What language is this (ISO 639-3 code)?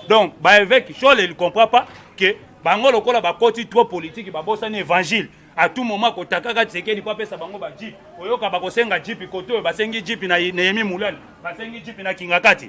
lin